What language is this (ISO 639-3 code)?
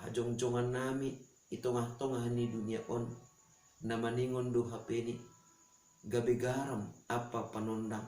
bts